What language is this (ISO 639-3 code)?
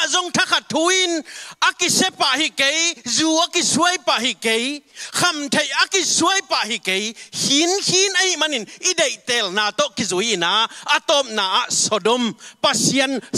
ctd